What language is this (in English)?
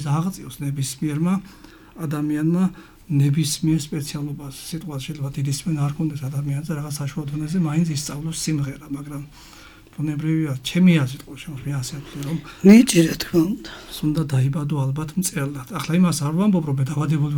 Georgian